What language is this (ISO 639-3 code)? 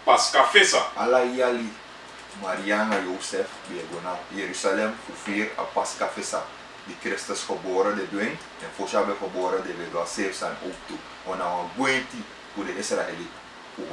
srn